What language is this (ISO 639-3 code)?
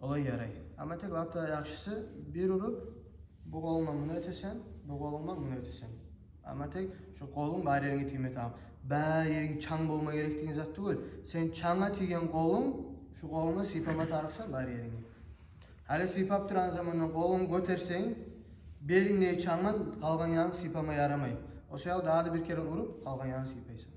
kum